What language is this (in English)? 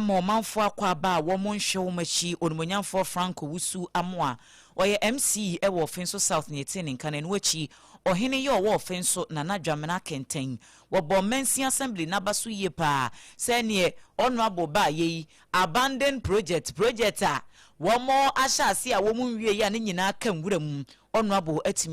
Akan